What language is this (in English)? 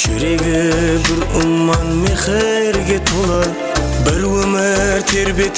Kara-Kalpak